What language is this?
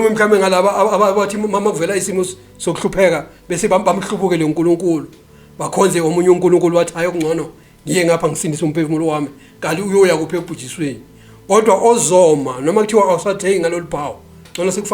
Zulu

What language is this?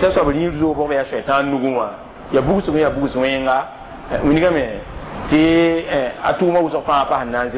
Mossi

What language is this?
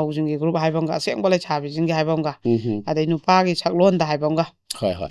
Manipuri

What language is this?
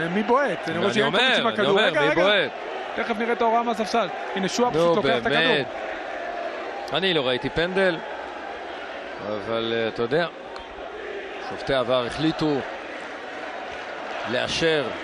Hebrew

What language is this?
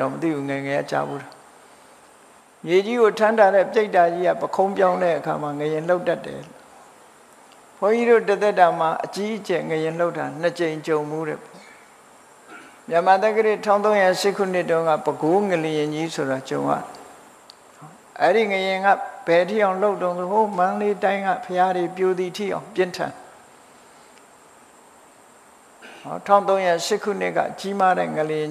Burmese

